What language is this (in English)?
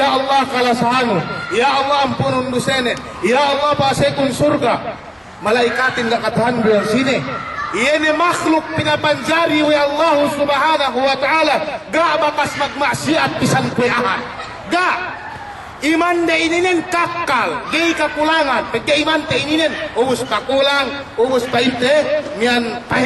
Yakan